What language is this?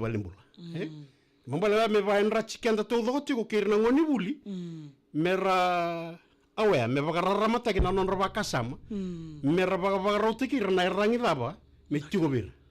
Fijian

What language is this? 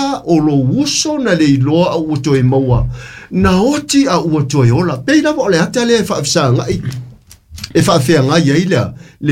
Samoan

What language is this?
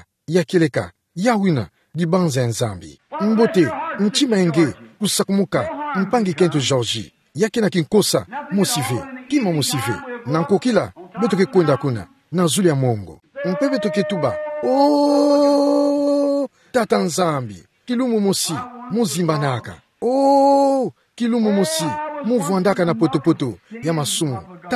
Kituba (Democratic Republic of Congo)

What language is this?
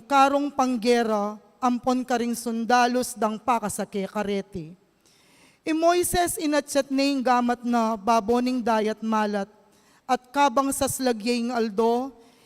Pampanga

